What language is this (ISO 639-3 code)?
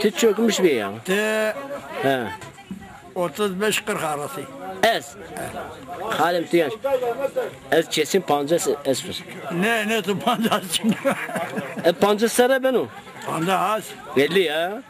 zza